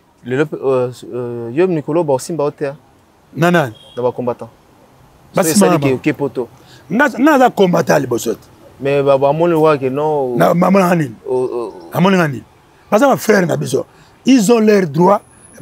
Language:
Lingala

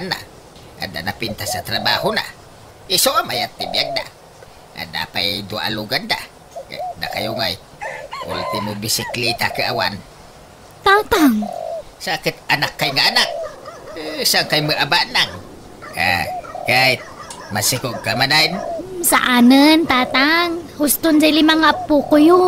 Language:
Iloko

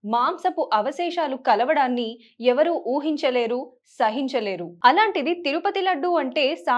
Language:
Telugu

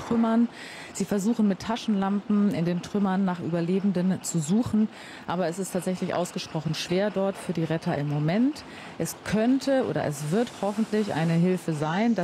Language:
German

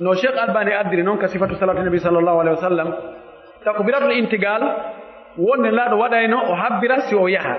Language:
Pular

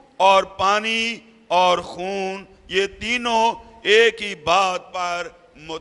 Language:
Urdu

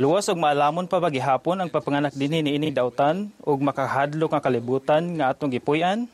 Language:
Cebuano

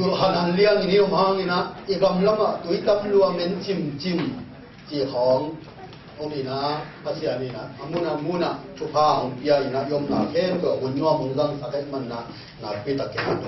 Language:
Tedim Chin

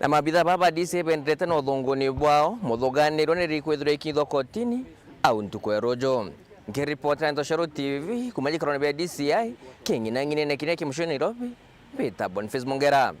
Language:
Meru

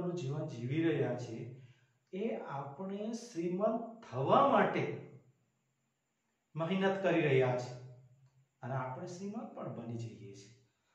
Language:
Gujarati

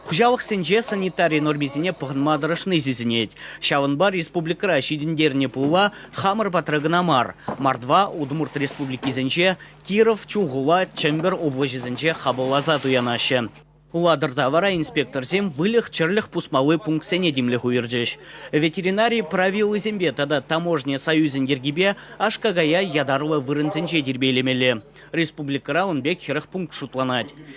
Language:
Chuvash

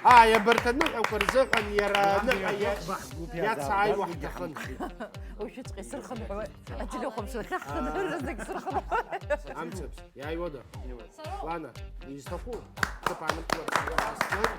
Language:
Abkhazian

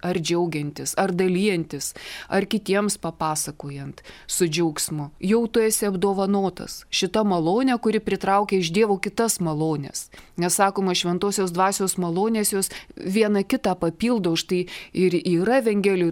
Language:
Lithuanian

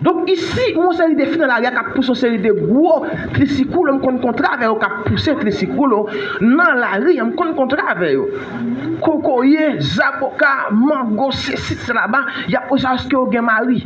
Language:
Haitian Creole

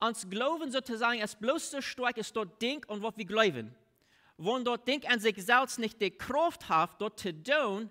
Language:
Plautdietsch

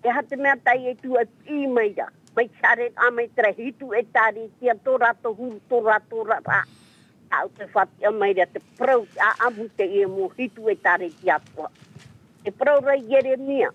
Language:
Tahitian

